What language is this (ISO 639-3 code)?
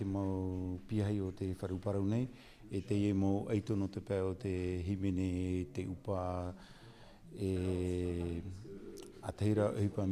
tah